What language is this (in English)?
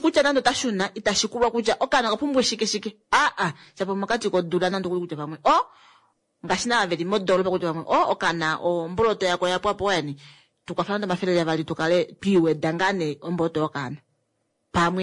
Kuanyama